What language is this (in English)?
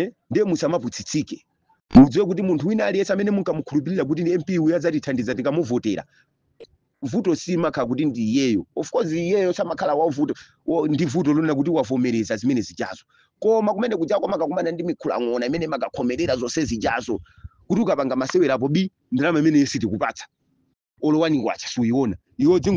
Nyanja